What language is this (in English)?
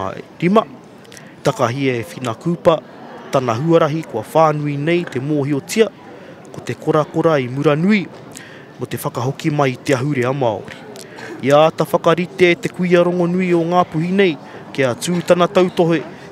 Māori